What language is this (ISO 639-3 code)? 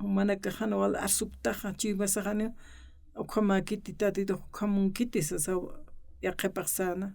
aym